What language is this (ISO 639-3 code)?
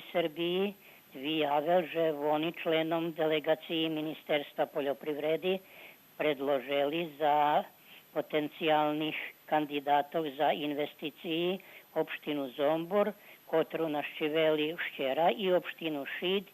rue